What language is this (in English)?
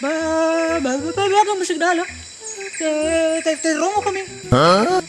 Nias